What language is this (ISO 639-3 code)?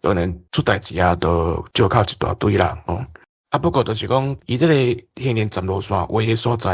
nan